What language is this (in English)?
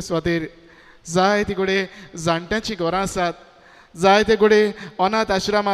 Konkani